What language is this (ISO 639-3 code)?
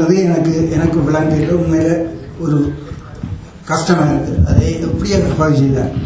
tam